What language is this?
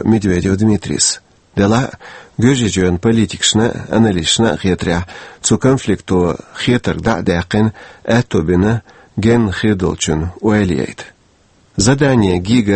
Chechen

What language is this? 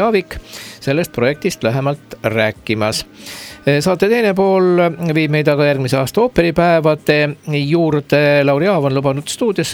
Estonian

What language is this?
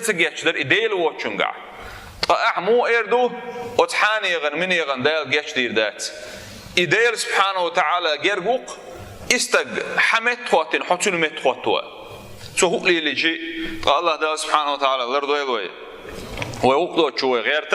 Chechen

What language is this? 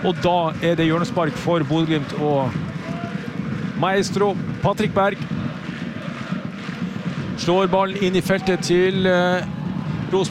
Norwegian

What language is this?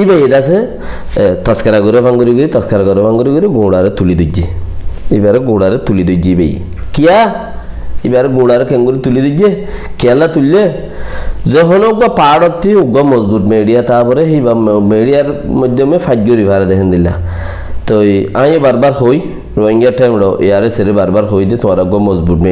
Rohingya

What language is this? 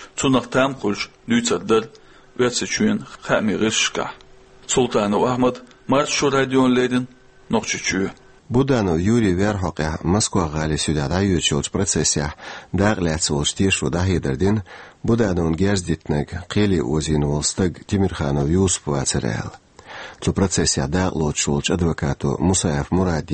Chechen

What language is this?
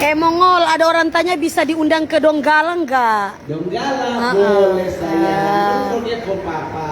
Manado Malay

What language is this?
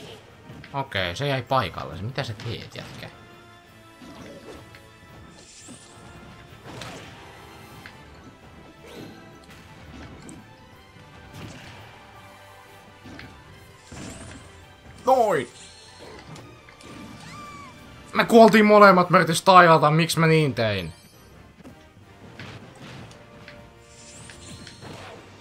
Finnish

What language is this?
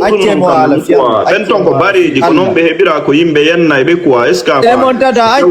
Fula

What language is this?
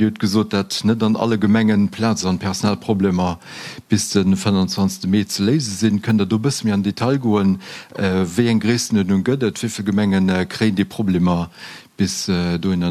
Luxembourgish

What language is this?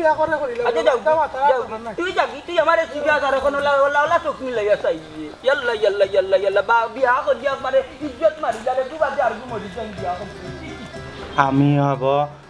Sylheti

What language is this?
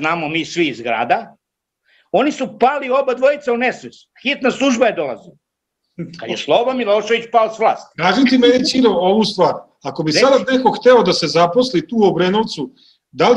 Serbian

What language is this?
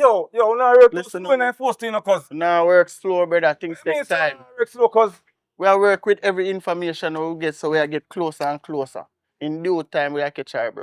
Jamaican Creole English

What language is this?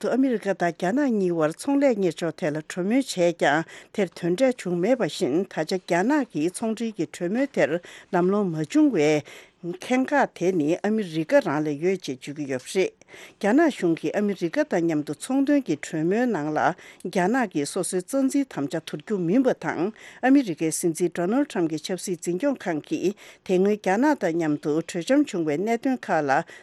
Tibetan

